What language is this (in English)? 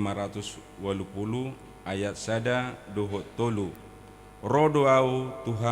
Batak Toba